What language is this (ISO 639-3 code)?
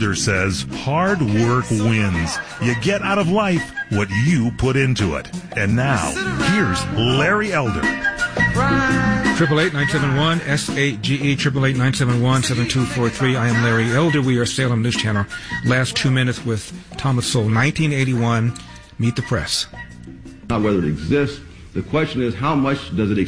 eng